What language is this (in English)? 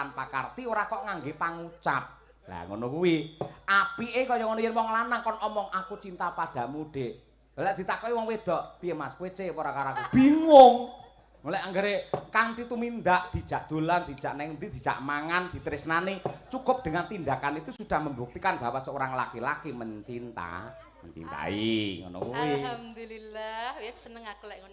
Javanese